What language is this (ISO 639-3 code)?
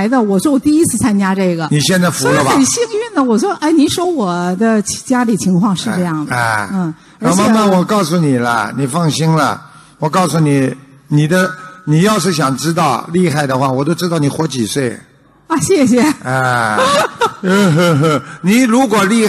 zho